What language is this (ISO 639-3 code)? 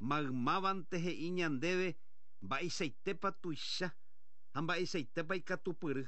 grn